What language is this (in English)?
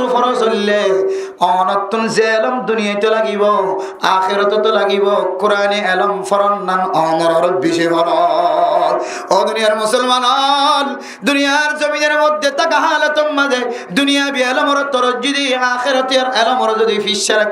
Rohingya